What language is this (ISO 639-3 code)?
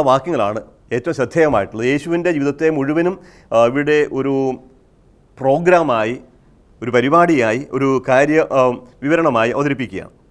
mal